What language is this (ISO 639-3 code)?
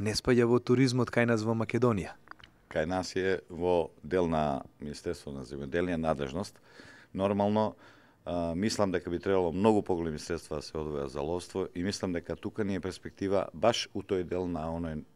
mkd